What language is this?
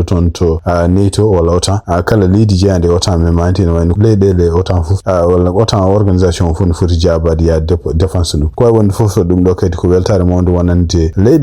Fula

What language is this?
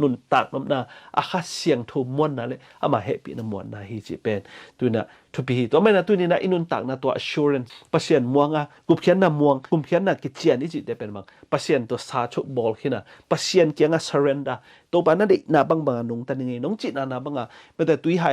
Tedim Chin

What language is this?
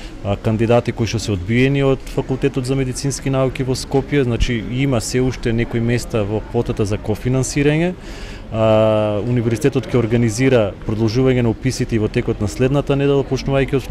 Macedonian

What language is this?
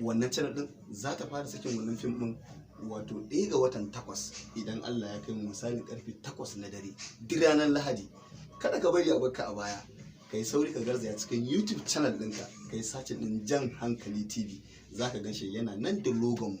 Hausa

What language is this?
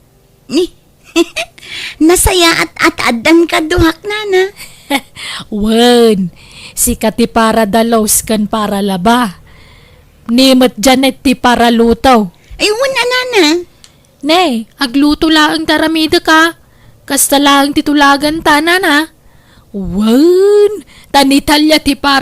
Iloko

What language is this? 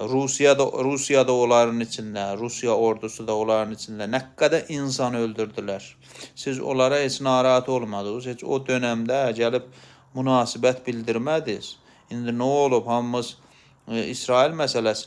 Azerbaijani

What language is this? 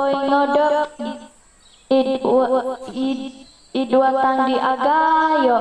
Central Dusun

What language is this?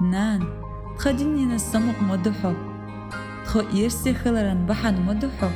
Chechen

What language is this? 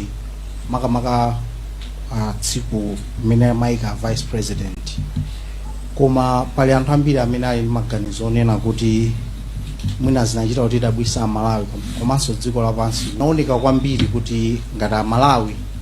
Nyanja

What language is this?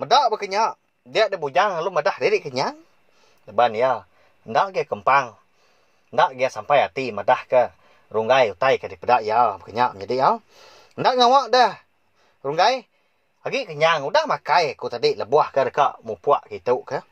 Iban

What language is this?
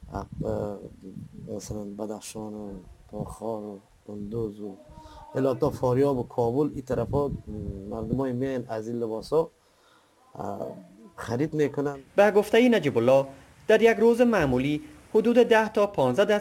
Persian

